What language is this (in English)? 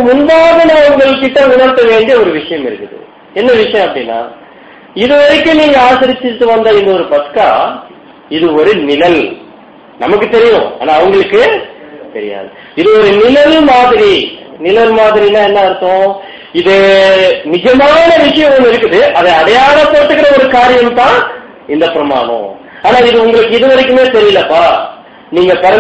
Tamil